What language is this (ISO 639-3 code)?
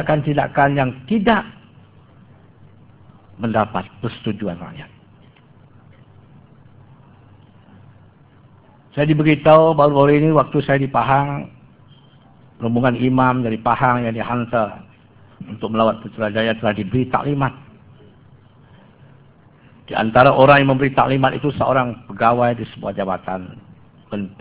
msa